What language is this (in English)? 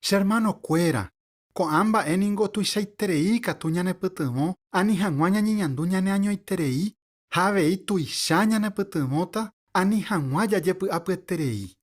Guarani